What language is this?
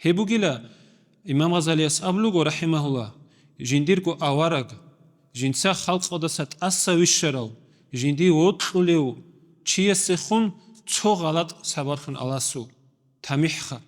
Avaric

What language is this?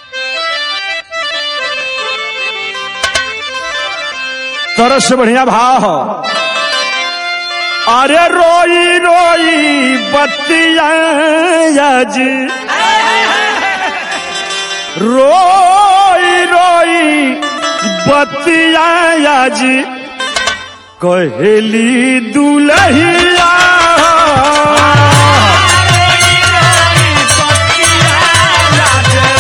Bhojpuri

